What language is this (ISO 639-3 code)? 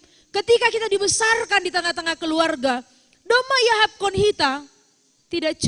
bts